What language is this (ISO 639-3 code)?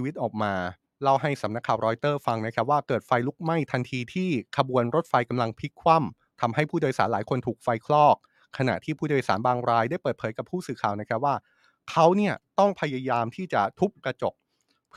tha